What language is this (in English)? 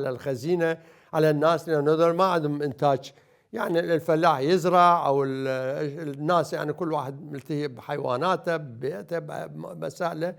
Mesopotamian Arabic